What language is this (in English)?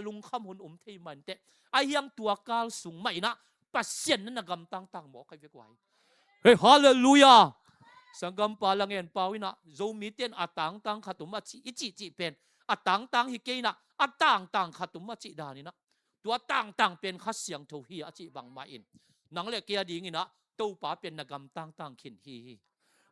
Tedim Chin